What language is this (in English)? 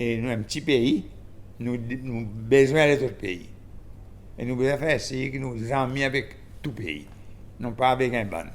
Seselwa Creole French